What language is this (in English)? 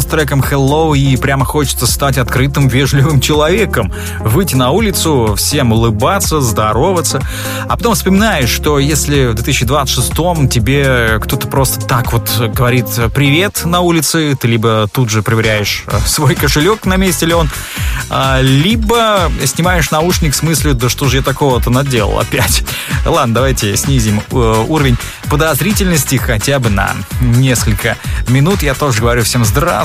Russian